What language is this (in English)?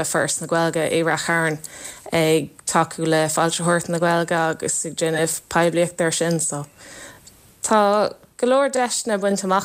Irish